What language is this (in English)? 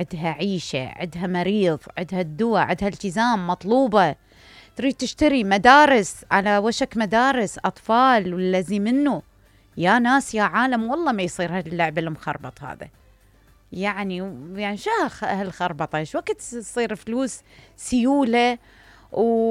Mesopotamian Arabic